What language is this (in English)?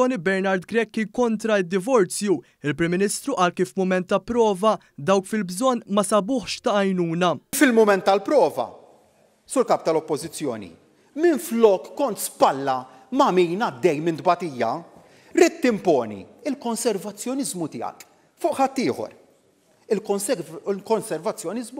Maltese